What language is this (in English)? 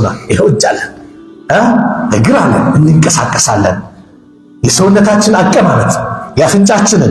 Amharic